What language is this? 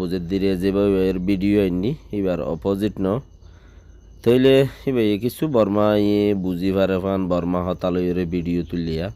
Rohingya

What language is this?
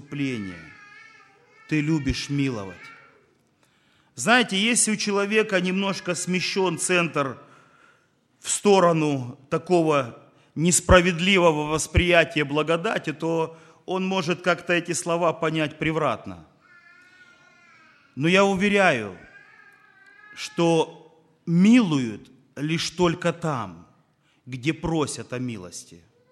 Russian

